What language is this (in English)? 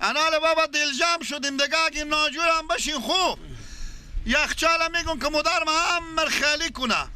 Persian